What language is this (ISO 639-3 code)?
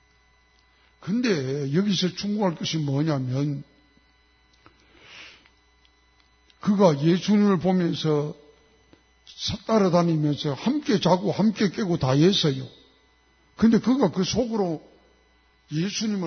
kor